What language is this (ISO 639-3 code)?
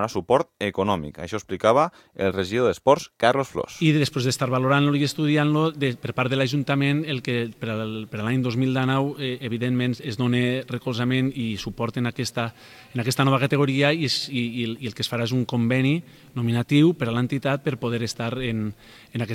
cat